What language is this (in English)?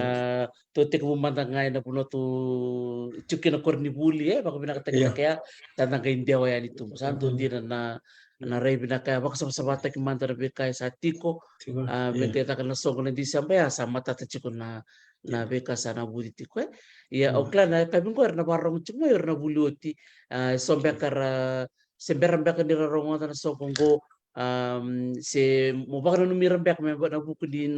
Fijian